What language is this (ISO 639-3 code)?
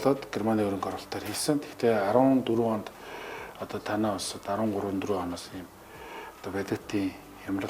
mon